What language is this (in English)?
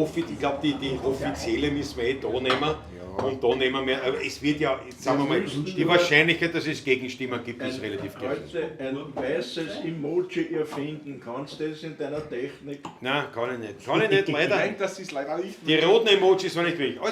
Bavarian